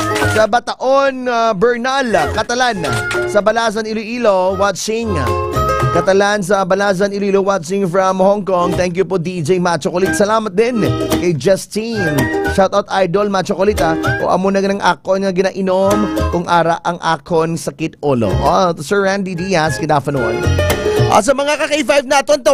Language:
Hiligaynon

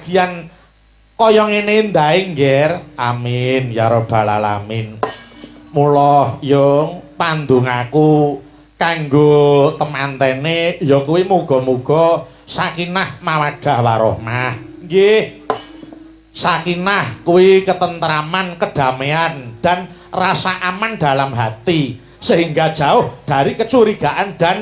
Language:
Javanese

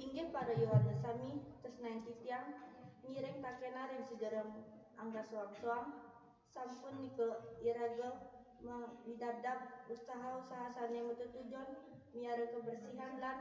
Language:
Balinese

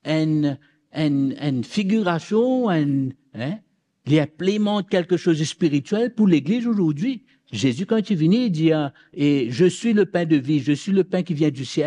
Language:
Morisyen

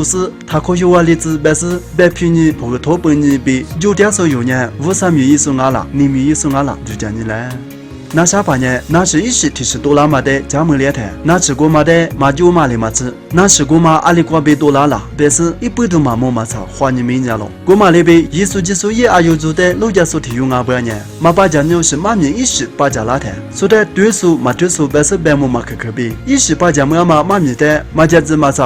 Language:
Lisu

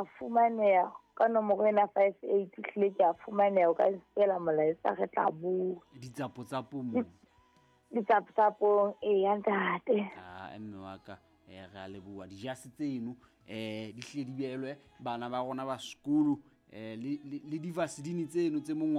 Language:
Southern Sotho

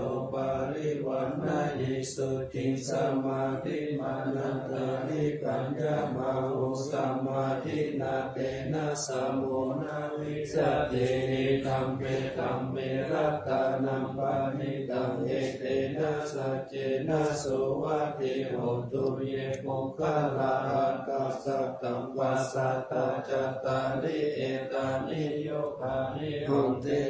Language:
Pali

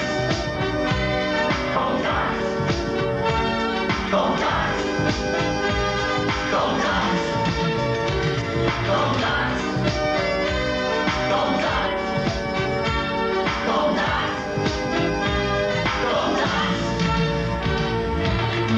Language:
Dutch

